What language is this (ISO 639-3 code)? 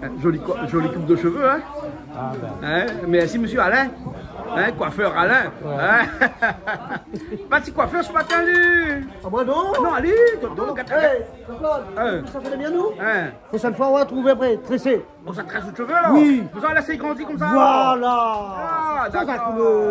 rcf